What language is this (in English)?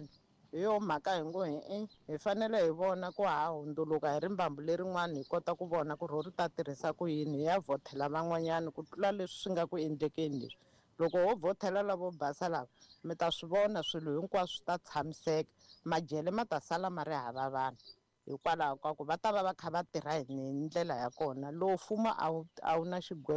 Tsonga